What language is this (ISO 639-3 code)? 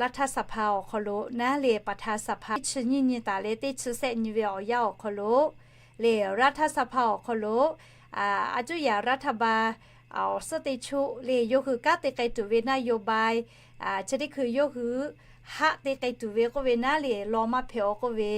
lhu